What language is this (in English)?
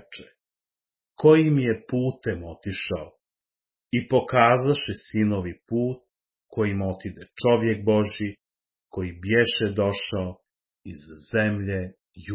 Croatian